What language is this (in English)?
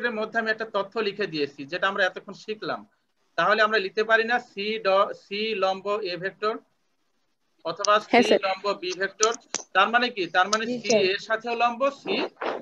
Bangla